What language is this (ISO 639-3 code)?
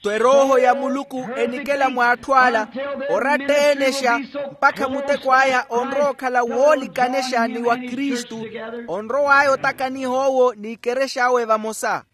vmw